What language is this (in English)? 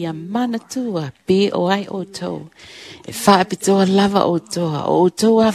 Samoan